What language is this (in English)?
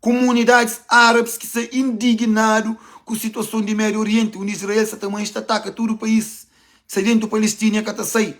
Kabuverdianu